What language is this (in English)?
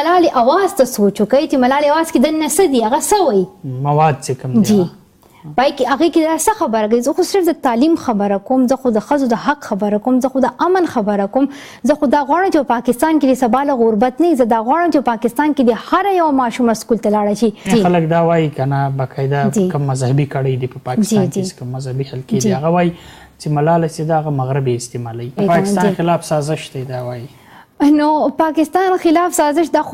Pashto